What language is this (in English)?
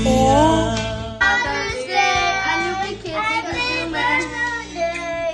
Kachin